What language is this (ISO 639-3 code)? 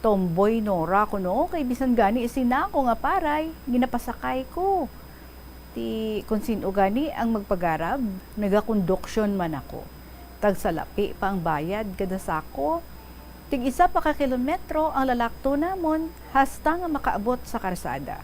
hil